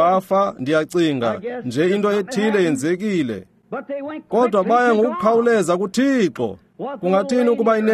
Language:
Xhosa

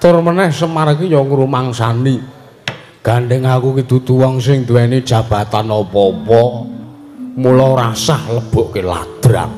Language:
Javanese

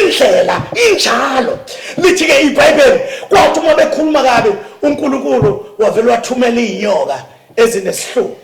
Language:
Zulu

